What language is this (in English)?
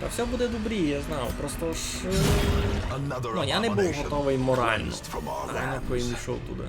Rusyn